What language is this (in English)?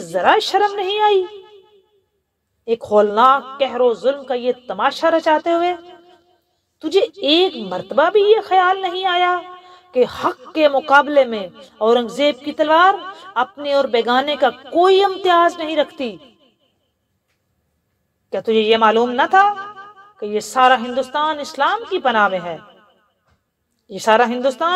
Urdu